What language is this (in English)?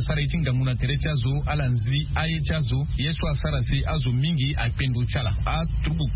Sango